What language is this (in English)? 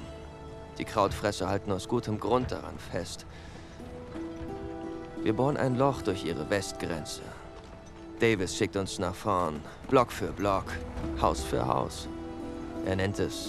German